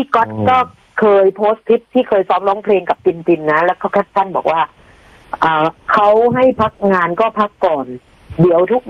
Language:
Thai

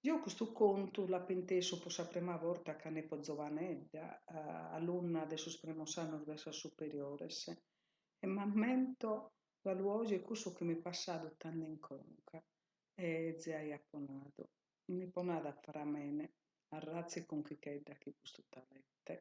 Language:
Sardinian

